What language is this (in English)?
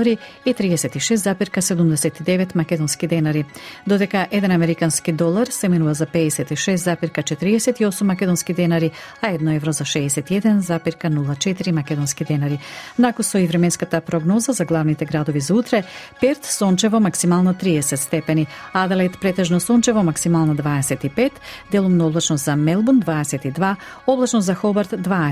Macedonian